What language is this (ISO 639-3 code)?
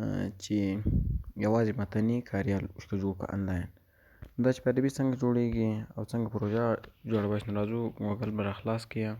pus